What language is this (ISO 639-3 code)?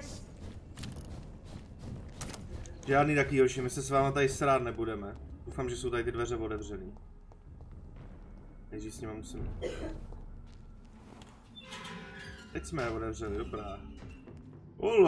ces